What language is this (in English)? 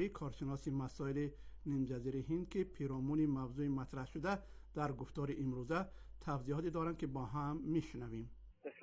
Persian